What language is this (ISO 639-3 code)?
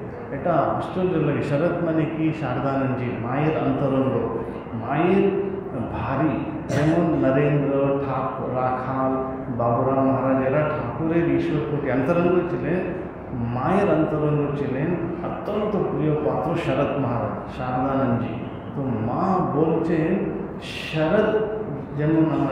ben